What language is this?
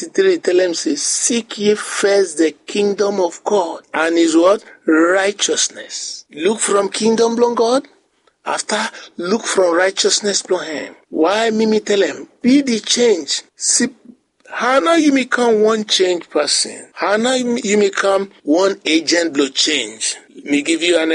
Bislama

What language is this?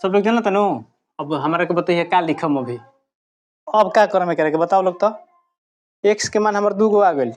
Bhojpuri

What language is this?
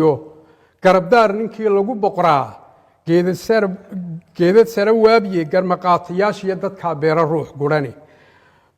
Somali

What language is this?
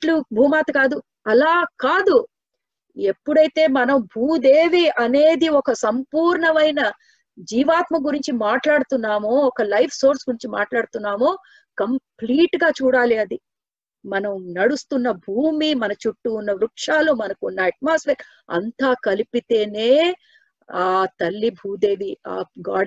Telugu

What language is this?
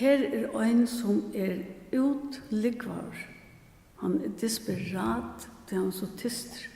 Faroese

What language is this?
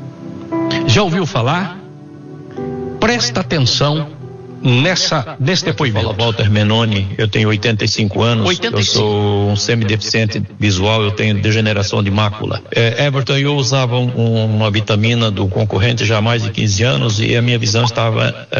Portuguese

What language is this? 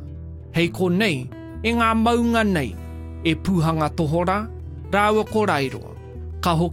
Māori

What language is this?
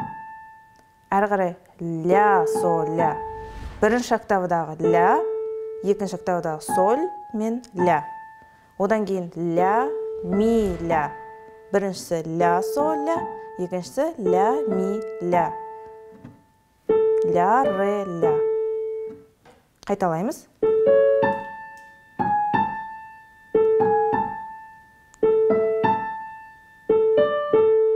Kazakh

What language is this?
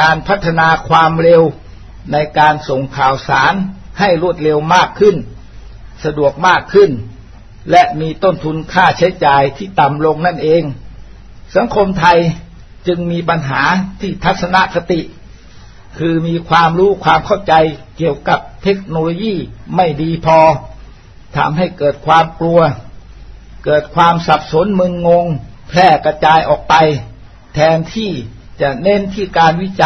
Thai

